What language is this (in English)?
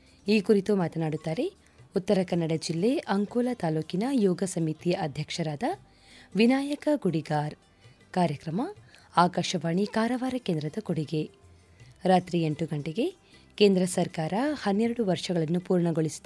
Kannada